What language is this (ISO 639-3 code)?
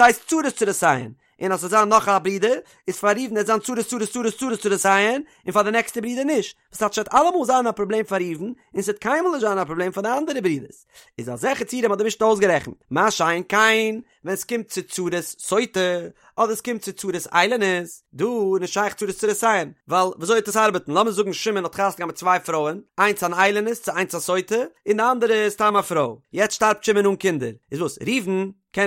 yid